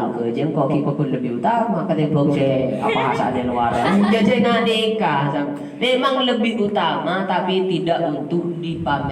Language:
Madurese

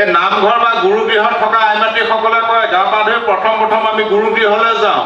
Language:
Assamese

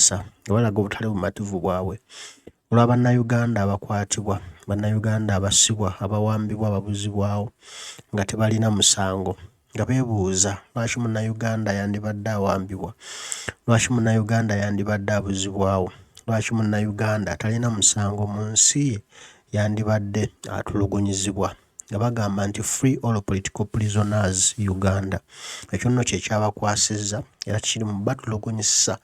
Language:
Ganda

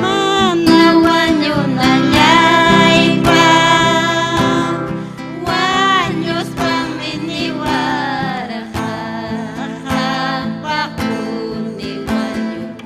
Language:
Ayacucho Quechua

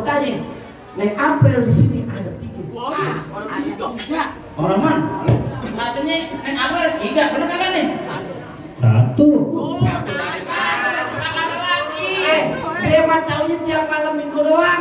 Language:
Betawi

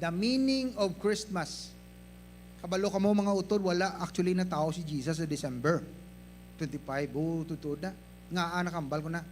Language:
Hiligaynon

